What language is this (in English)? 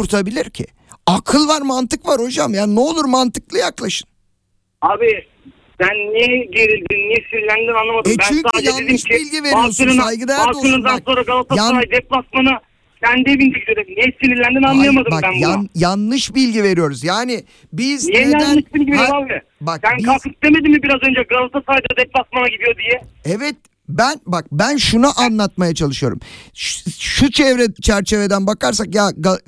Turkish